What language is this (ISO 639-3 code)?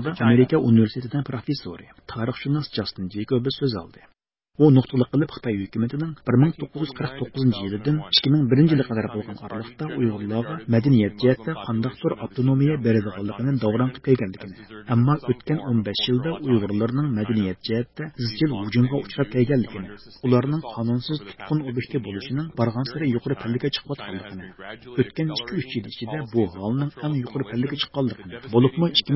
uig